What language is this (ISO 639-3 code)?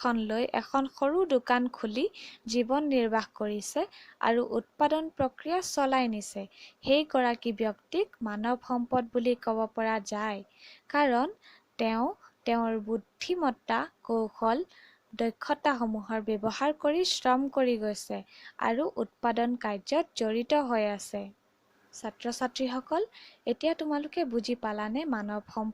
asm